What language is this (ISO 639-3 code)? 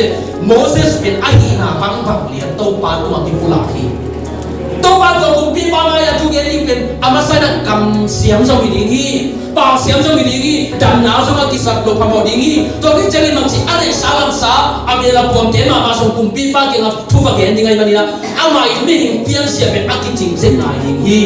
ctd